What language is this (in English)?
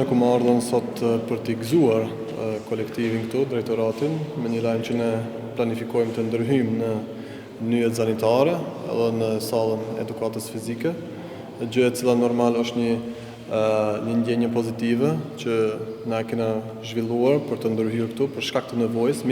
Albanian